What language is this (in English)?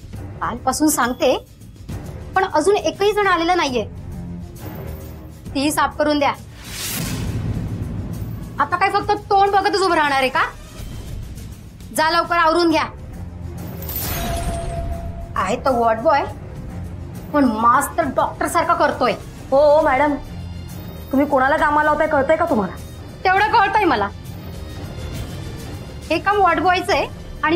Marathi